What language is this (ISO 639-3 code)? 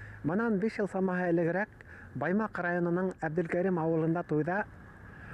bak